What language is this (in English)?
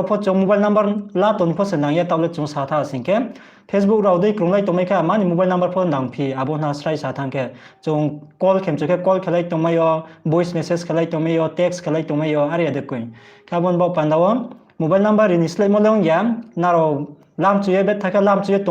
Riang (India)